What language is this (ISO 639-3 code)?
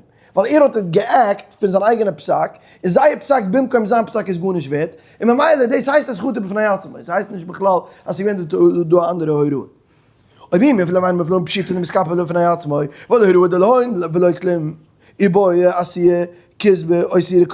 yid